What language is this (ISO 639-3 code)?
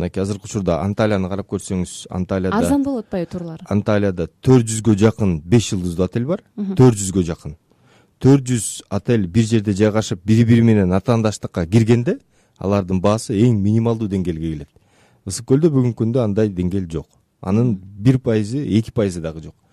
kir